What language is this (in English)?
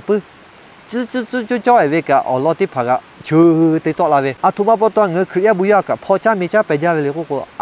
Lahu